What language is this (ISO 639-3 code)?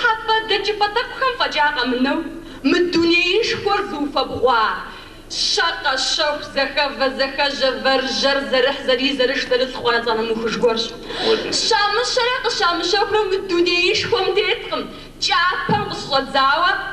kbd